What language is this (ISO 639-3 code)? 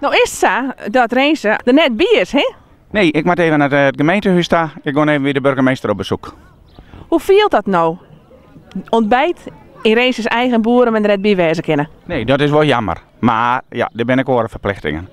fry